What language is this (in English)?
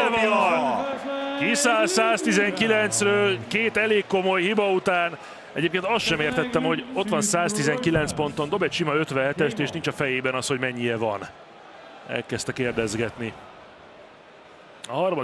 Hungarian